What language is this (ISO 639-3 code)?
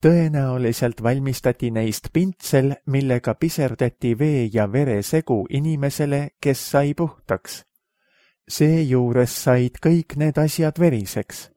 est